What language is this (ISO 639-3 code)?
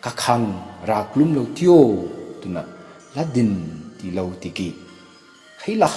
nbu